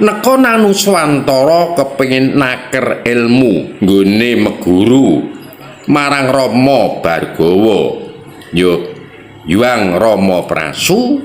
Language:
Javanese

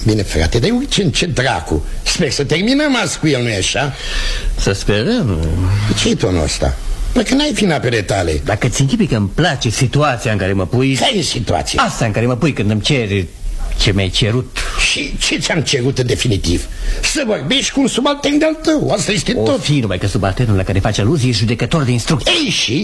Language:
Romanian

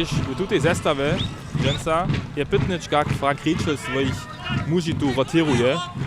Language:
Upper Sorbian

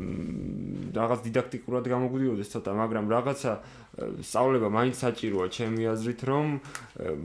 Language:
Georgian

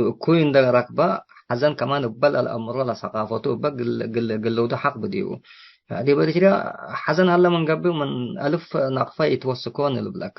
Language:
Tigre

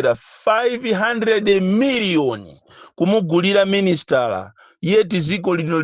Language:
Nyanja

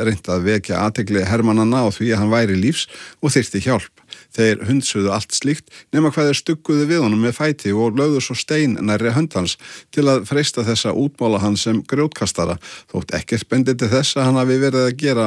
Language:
Icelandic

